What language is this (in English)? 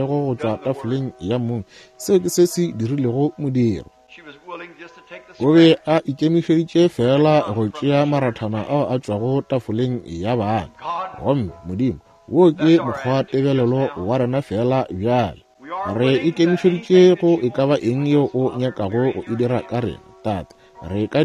Northern Sotho